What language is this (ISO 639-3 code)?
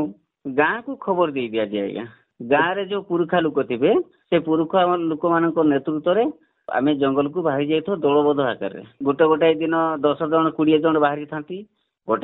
ori